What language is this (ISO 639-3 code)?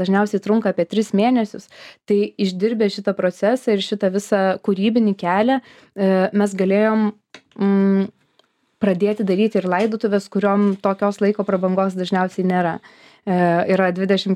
lit